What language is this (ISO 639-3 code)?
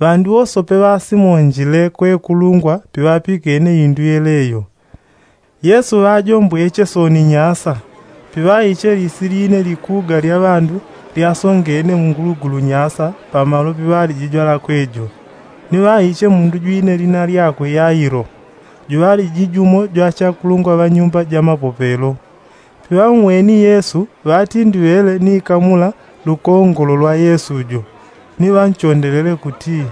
yao